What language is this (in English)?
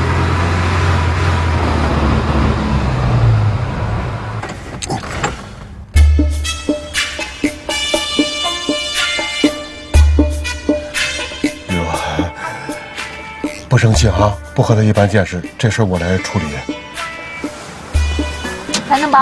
Chinese